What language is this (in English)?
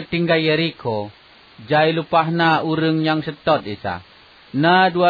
Achinese